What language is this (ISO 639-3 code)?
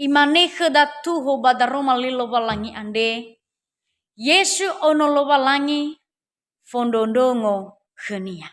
nia